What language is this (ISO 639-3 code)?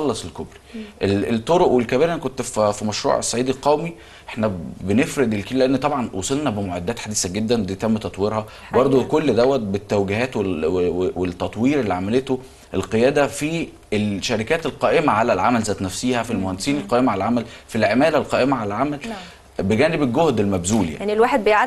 arz